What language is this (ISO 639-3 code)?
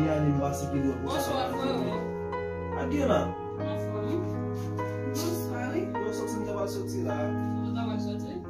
hat